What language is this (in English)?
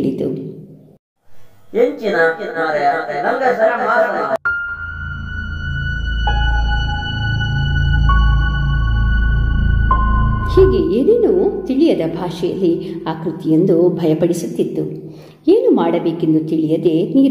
Kannada